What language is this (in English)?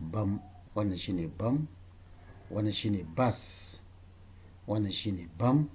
Hausa